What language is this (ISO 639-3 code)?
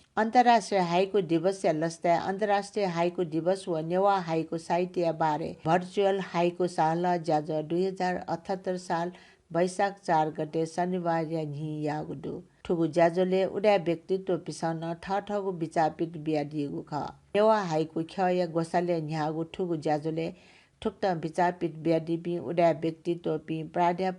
new